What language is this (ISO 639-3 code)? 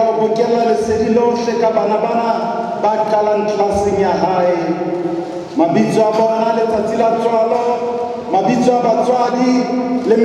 sot